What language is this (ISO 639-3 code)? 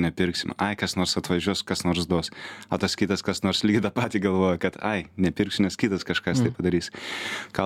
lit